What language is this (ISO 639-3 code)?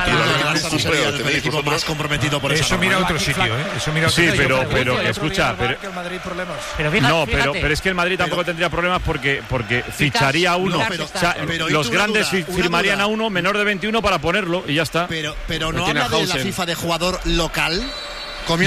spa